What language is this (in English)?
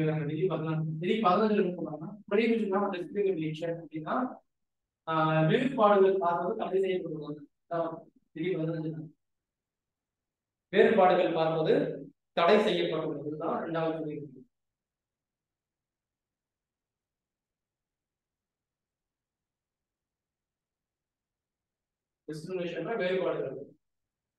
Tamil